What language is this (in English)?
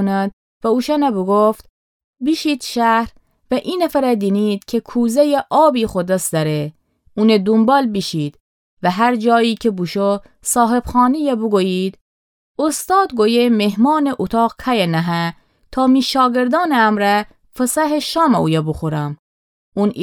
Gilaki